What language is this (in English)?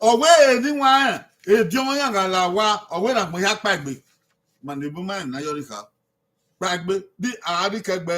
Bini